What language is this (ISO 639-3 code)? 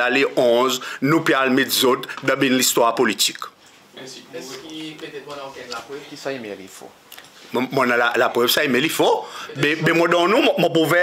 crs